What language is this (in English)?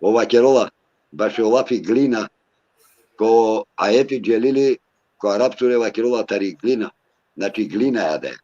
Balkan Romani